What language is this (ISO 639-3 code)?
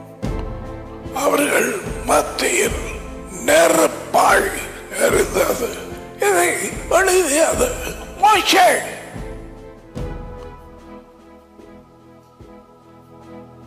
tam